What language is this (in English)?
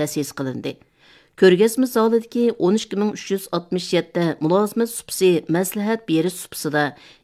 Uyghur